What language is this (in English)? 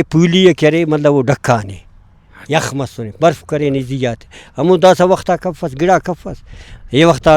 Brahui